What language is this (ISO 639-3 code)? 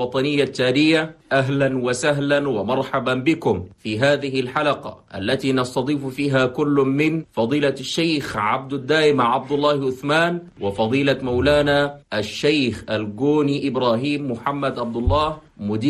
shu